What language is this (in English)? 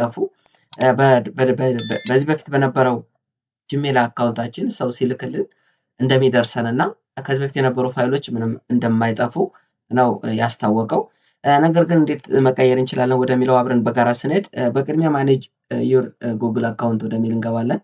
Amharic